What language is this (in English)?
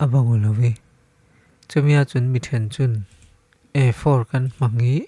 Falam Chin